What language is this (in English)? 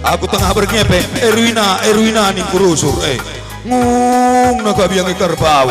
Batak Karo